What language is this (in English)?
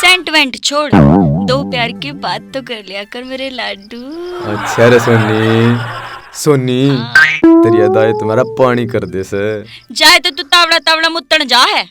Haryanvi